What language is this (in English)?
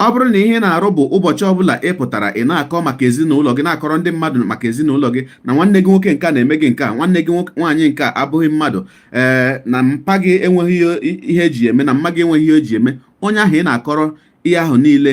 Igbo